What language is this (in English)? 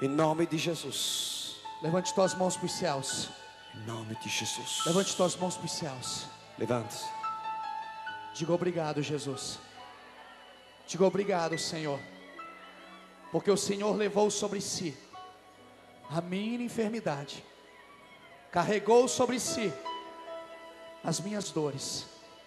Portuguese